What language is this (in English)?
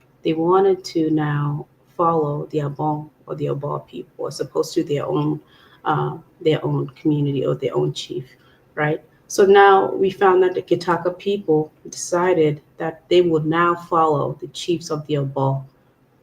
Acoli